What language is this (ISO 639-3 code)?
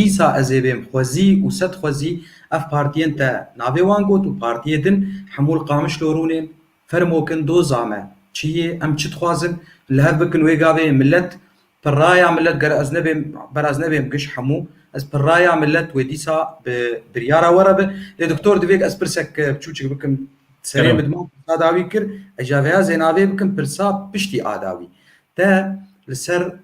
kur